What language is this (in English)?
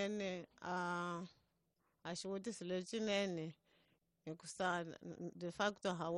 Tsonga